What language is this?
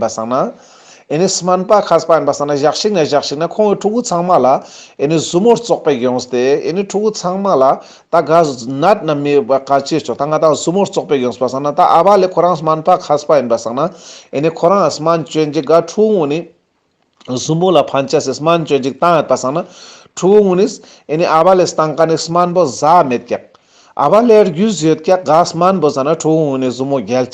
Ladakhi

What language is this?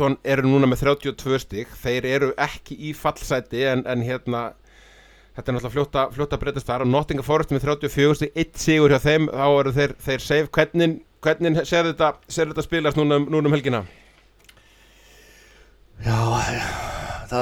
Icelandic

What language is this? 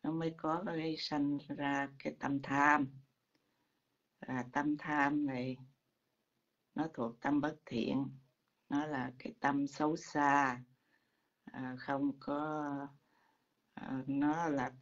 Vietnamese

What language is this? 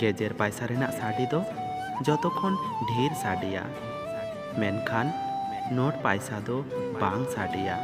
Santali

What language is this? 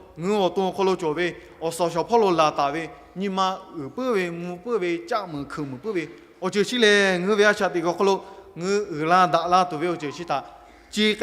Lahu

